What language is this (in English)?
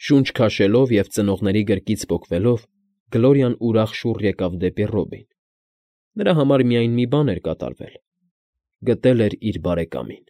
Armenian